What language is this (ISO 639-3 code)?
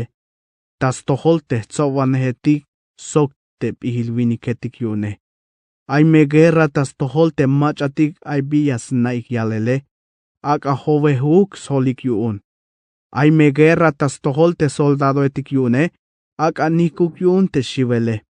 tzh